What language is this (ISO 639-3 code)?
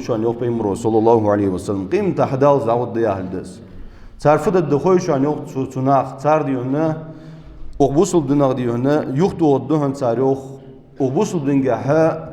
inh